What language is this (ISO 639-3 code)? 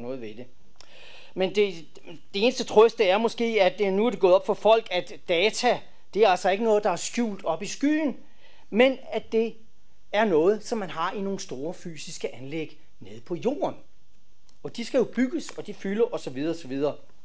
dan